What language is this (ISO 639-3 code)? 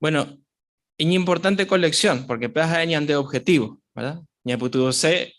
grn